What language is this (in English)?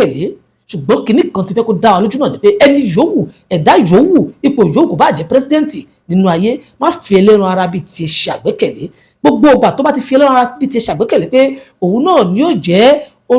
Yoruba